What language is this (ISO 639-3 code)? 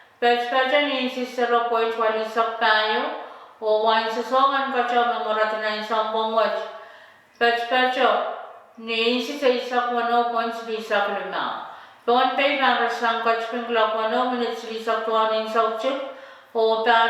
pon